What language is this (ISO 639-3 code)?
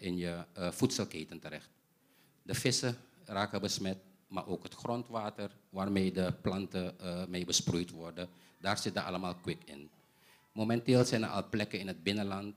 nld